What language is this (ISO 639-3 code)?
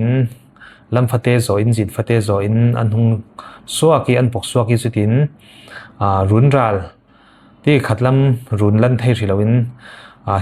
cfm